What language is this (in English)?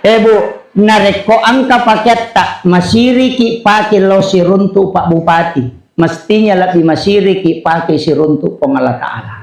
Buginese